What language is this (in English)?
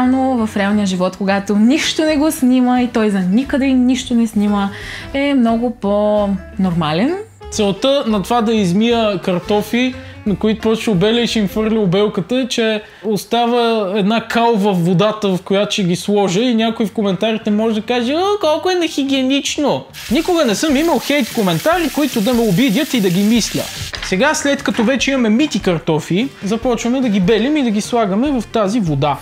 Bulgarian